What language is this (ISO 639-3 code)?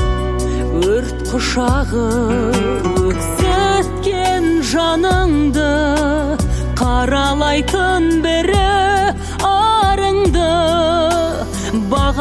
kaz